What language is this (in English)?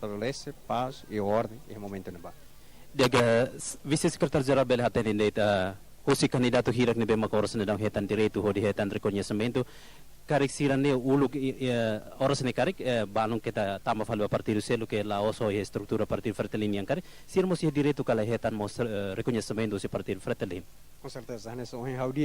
Tetum